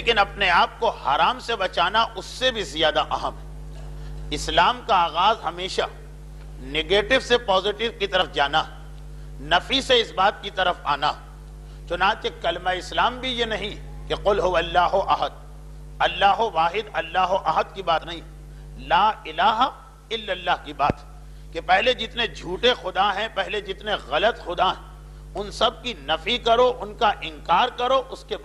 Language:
Urdu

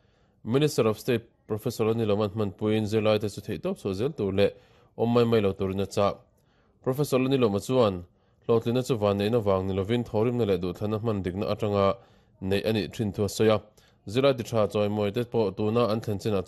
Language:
Mizo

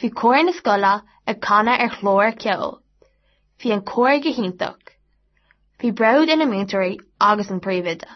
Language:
Irish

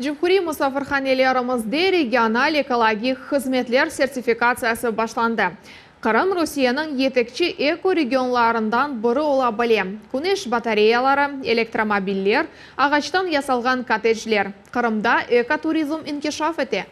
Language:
Crimean Tatar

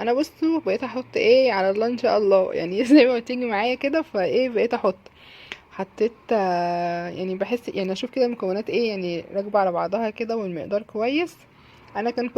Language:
Egyptian Arabic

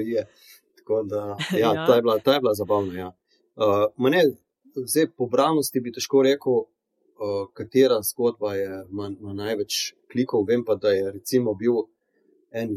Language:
Slovenian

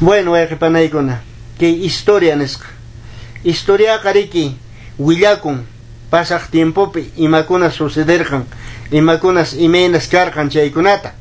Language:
Quechua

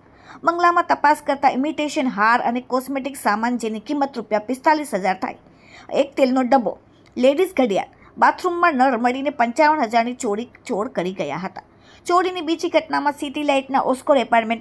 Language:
Gujarati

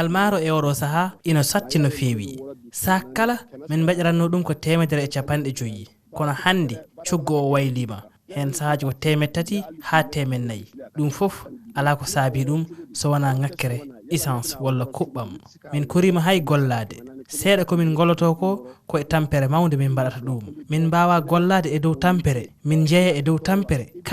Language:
Fula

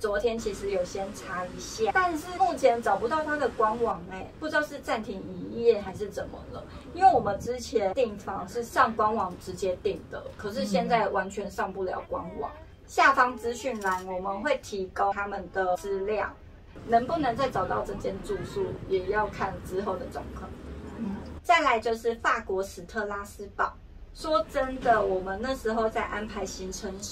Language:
Chinese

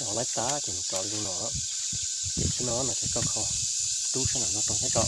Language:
Hmong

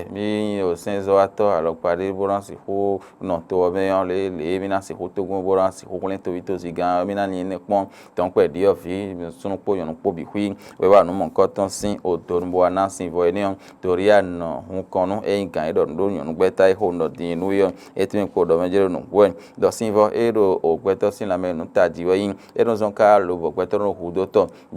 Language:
Fon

